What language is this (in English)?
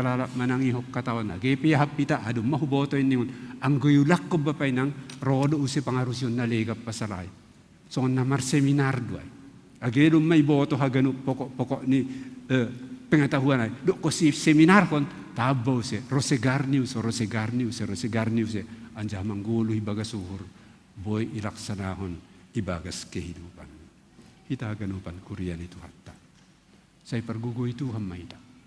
Batak Simalungun